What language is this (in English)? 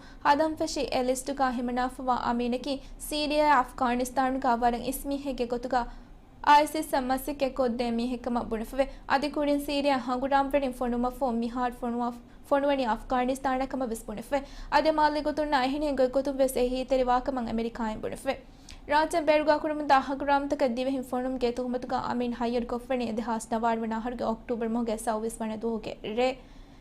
Divehi